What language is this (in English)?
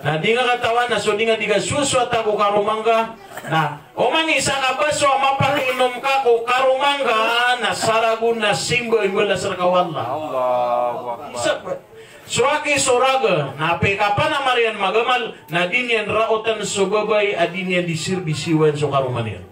Maranao